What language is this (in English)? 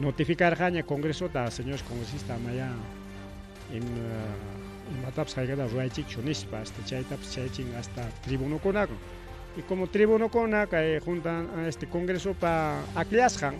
Ayacucho Quechua